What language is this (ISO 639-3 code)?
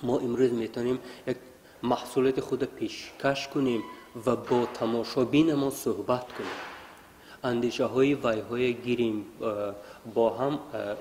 tgk